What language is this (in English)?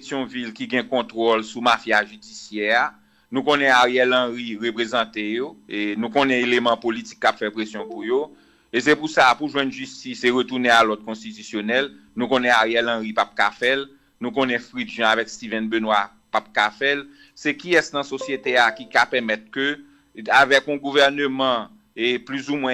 Haitian Creole